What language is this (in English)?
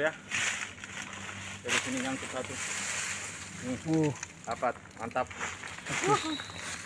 Indonesian